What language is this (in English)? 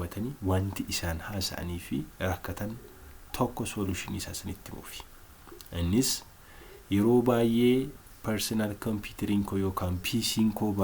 Oromo